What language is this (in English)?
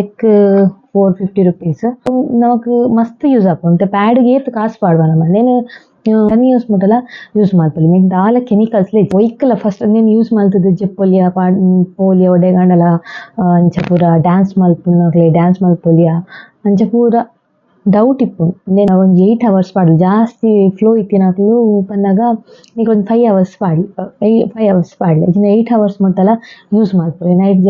Tulu